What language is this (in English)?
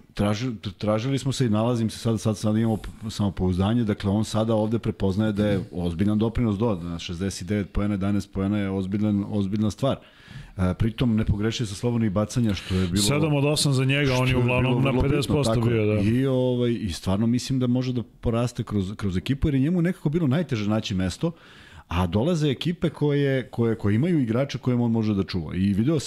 Serbian